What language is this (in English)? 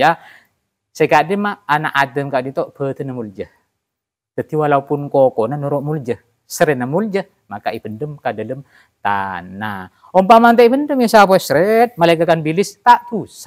Madurese